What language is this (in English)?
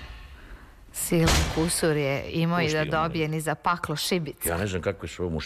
Serbian